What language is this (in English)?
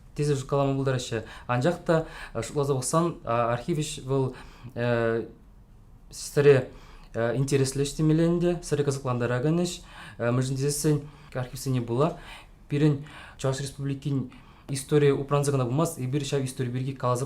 Chuvash